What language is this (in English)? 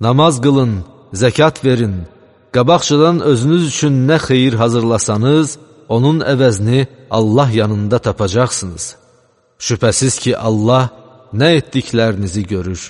Azerbaijani